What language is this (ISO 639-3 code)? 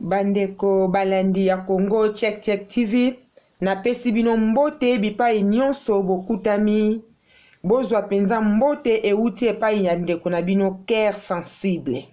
lin